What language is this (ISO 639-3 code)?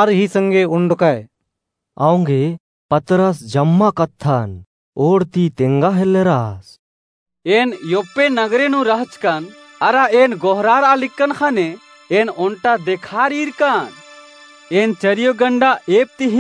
kru